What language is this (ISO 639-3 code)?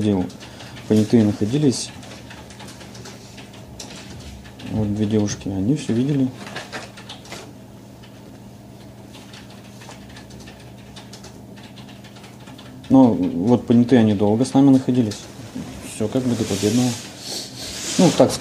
rus